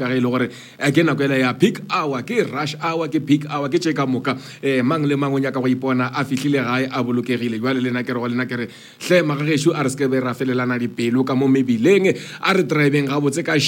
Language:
Northern Sotho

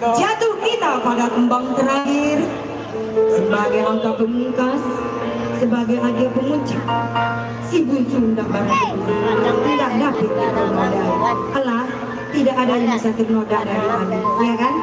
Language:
Minangkabau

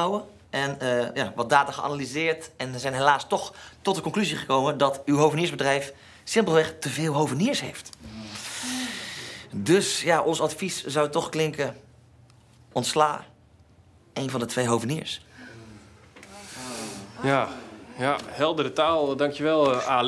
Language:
Dutch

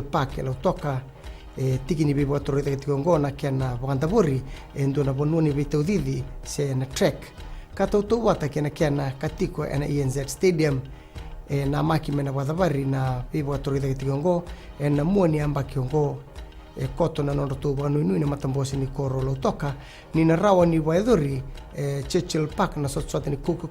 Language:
Fijian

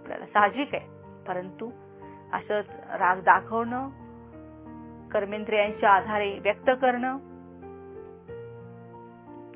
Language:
Marathi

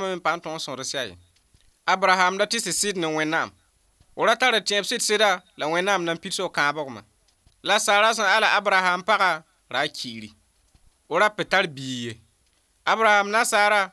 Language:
Mossi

